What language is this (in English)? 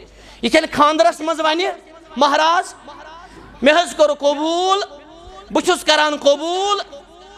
Kashmiri